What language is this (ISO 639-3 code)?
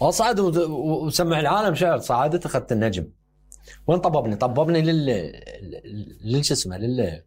acm